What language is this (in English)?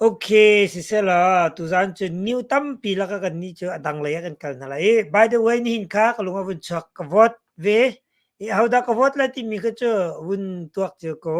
Hakha Chin